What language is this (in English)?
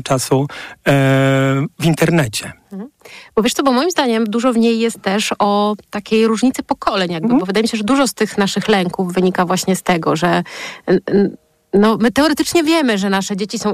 Polish